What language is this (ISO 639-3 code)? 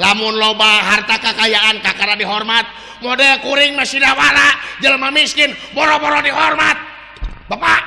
sun